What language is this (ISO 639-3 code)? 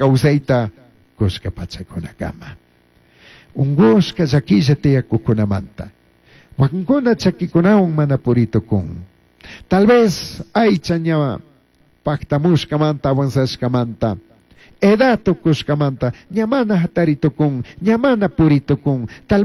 qug